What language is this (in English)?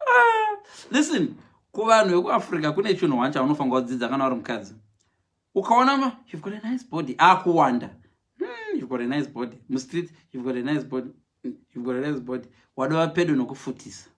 Shona